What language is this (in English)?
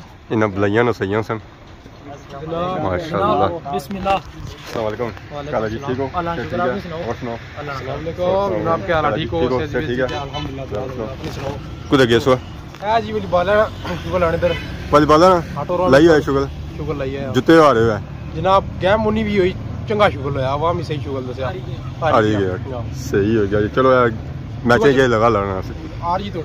Pahari-Potwari